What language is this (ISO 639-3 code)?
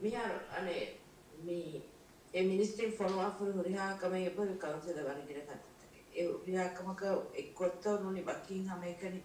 div